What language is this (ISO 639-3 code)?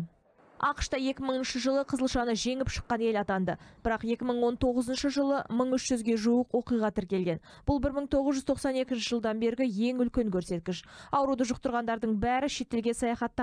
kaz